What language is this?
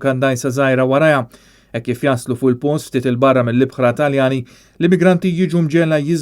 Maltese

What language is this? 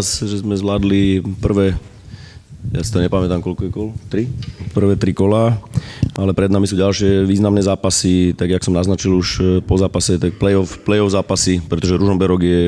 Slovak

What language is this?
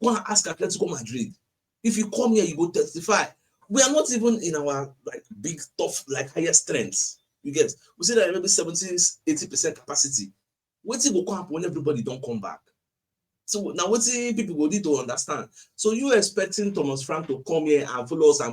Nigerian Pidgin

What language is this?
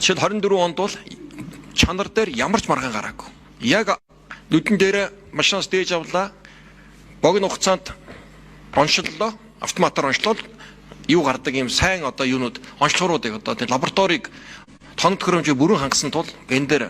Mongolian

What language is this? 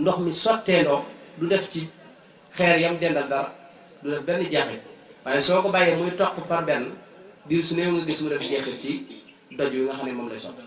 Wolof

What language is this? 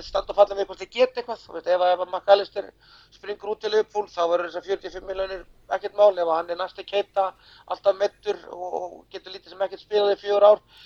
Icelandic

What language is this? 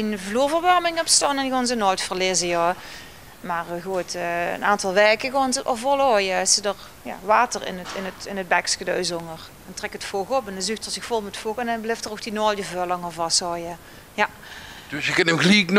Limburgish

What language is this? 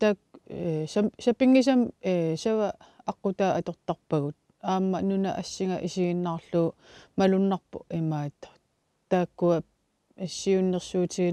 Kalaallisut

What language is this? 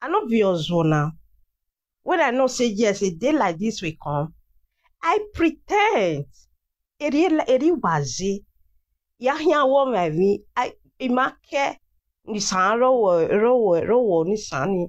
Nigerian Pidgin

